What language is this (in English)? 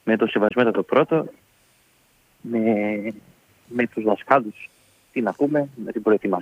Greek